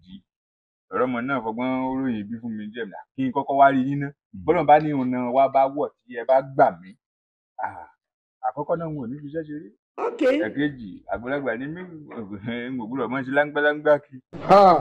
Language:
Yoruba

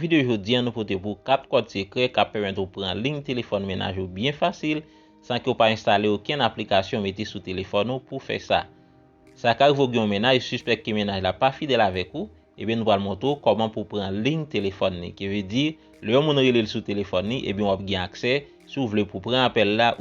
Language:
Haitian Creole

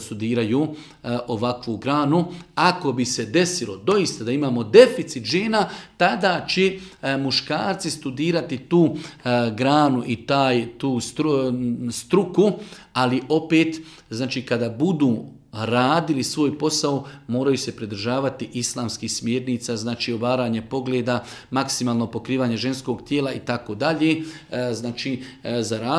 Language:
Bosnian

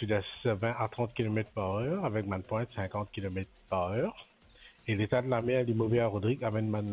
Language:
Morisyen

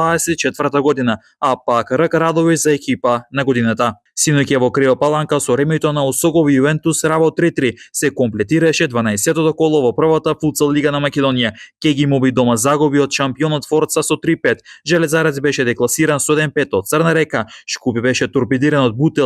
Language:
Macedonian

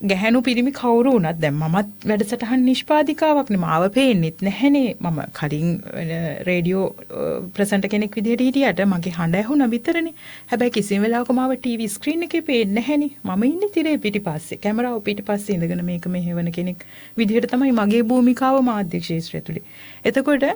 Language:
Sinhala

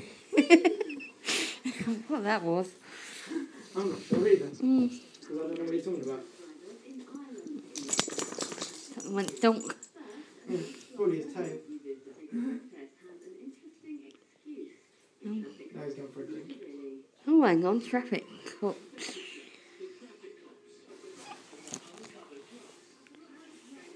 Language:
English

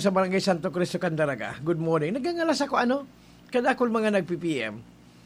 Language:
Bikol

